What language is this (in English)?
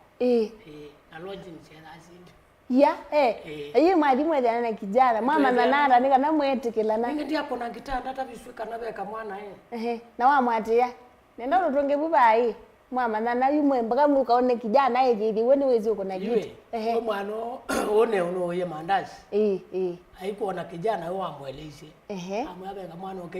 Kamba